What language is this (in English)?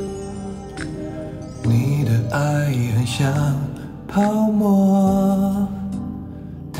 Chinese